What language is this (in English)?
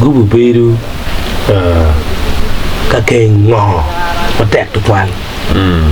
Acoli